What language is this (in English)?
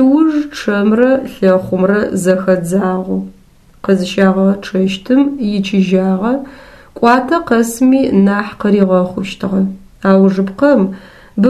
Adyghe